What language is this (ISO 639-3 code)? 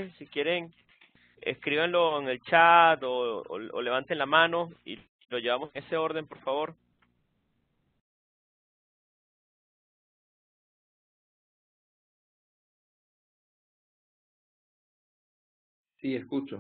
spa